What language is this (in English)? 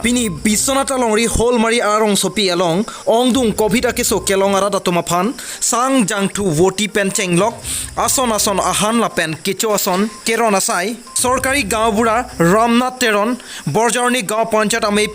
Karbi